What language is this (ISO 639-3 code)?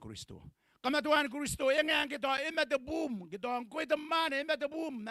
gil